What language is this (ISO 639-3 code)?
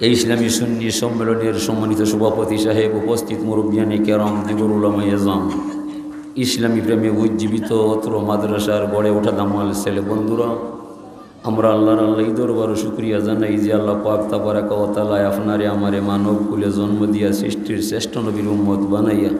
syl